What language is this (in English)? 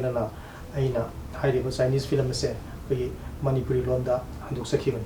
Manipuri